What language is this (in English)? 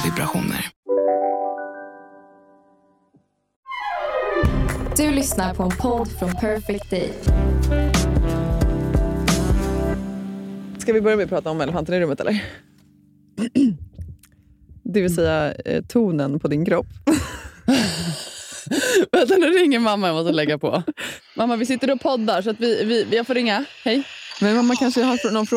Swedish